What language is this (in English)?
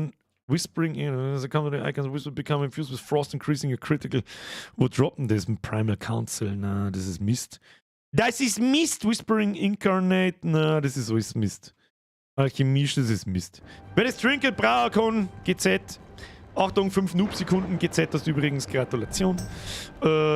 Bavarian